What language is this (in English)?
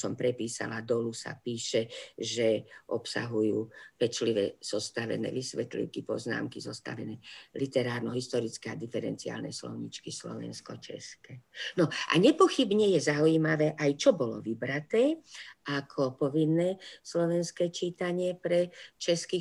Slovak